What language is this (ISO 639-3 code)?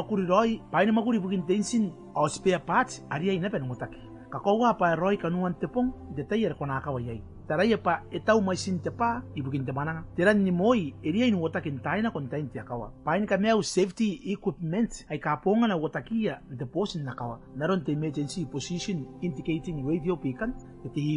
gil